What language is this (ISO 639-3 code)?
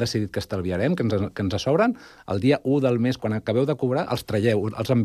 cat